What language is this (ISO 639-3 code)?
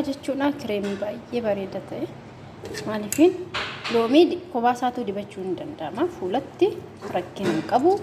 orm